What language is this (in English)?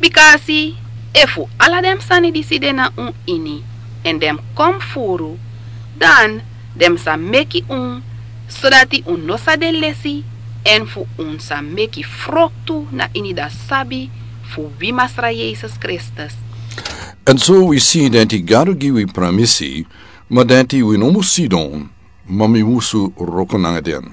Sranan Tongo